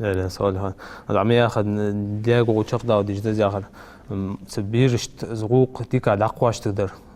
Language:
Ingush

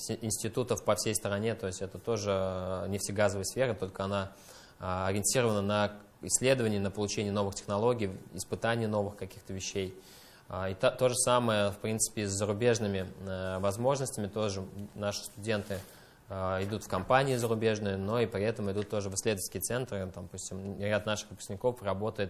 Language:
Russian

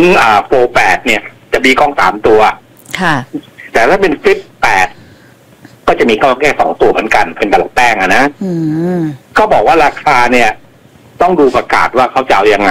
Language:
Thai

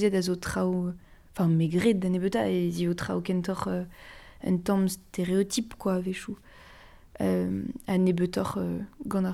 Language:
Breton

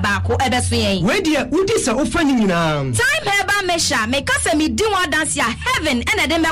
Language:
Akan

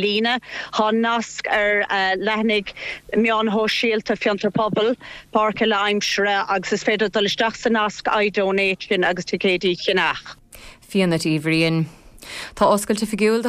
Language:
Irish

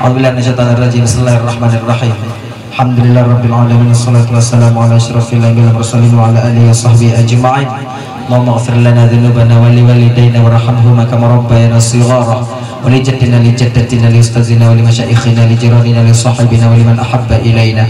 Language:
Achinese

